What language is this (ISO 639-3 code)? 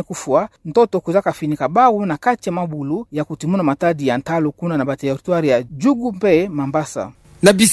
ktu